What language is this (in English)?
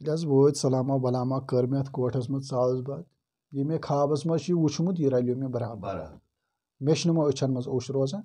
Kashmiri